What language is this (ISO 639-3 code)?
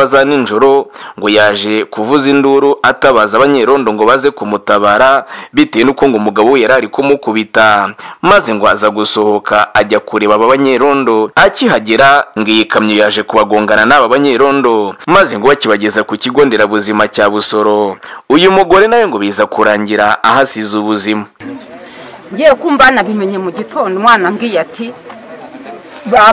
kin